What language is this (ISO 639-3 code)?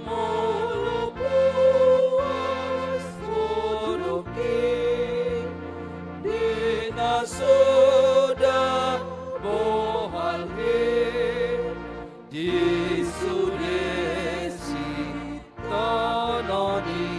bbc